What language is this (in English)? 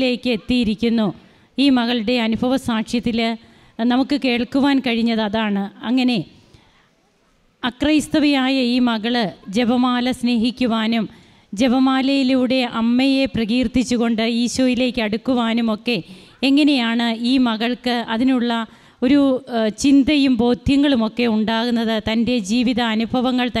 Malayalam